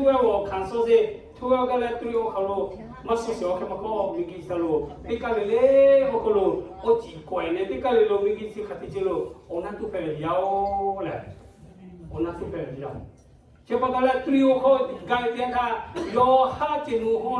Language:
Lahu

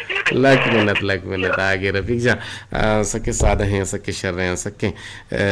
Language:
Eastern Balochi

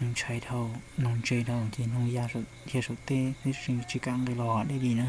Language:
Hmong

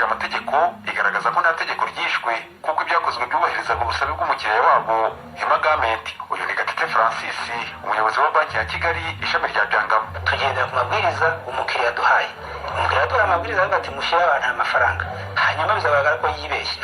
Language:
Kinyarwanda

